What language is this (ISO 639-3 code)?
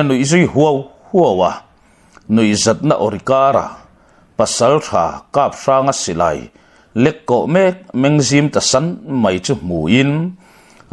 lus